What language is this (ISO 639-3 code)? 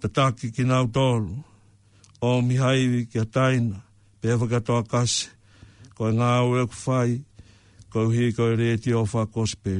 ton